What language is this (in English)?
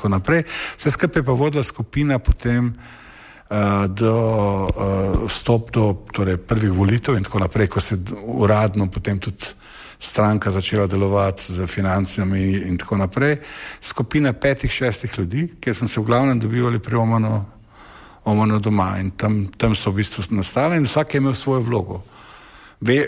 Slovenian